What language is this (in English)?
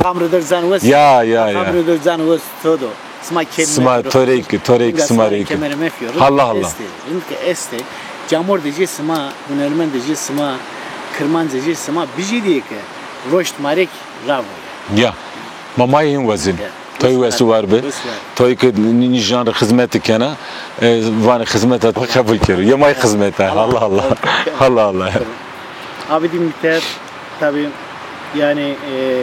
Zaza